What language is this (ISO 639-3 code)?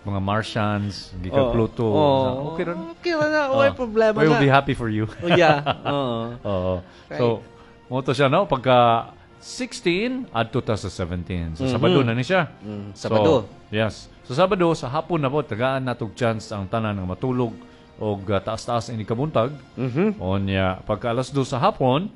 ceb